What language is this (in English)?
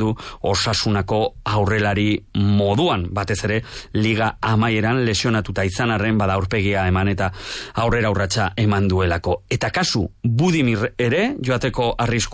Basque